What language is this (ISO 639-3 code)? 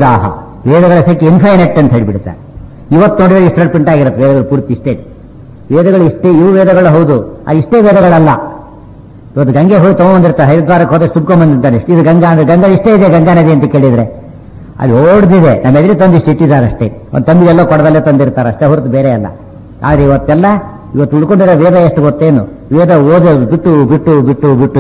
kan